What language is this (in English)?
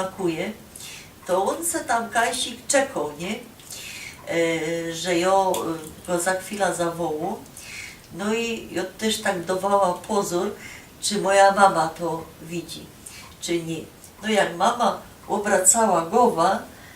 Silesian